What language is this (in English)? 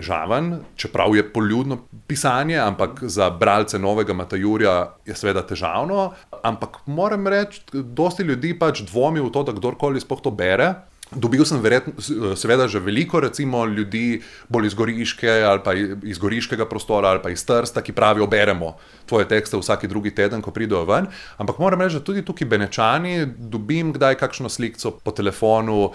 Slovenian